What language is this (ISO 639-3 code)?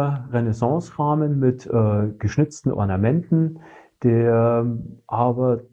deu